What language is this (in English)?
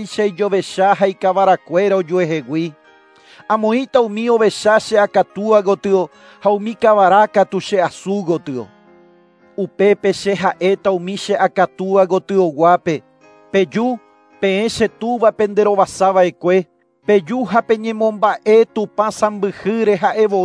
Guarani